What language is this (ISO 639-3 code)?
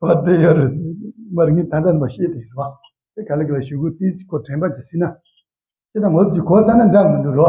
bod